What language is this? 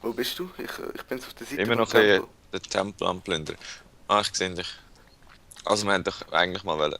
Swiss German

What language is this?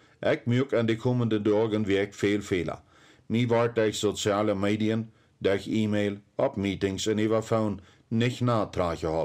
Plautdietsch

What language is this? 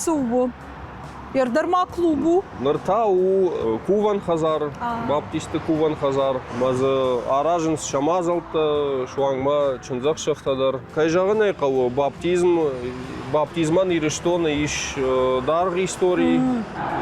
Ossetic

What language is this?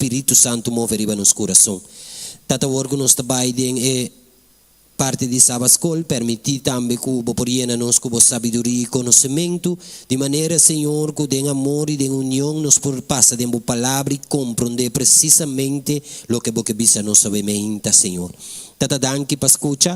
Papiamento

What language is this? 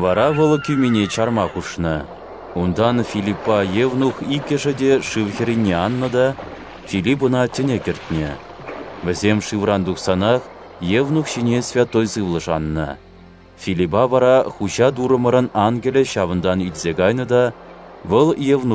Chuvash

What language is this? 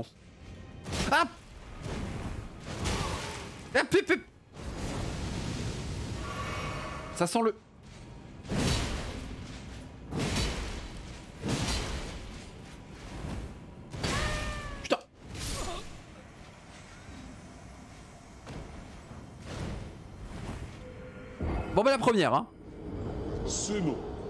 French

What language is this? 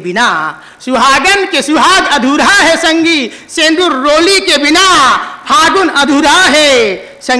Chhattisgarhi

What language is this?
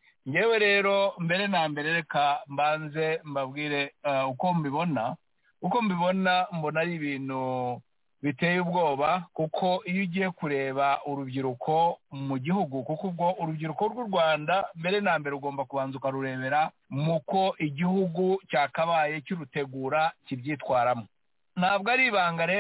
Kinyarwanda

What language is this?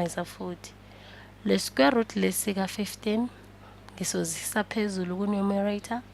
Zulu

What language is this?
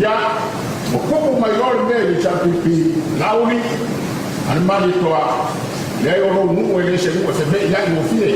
Samoan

